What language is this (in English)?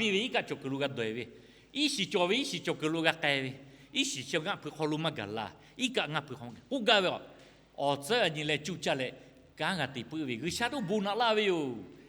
Lahu